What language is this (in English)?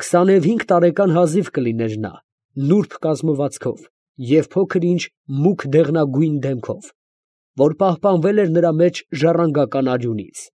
Armenian